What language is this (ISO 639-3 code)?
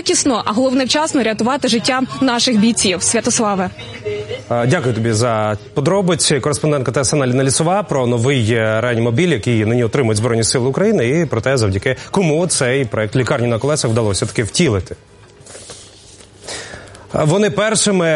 ukr